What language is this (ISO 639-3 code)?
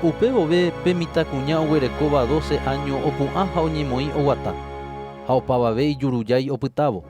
grn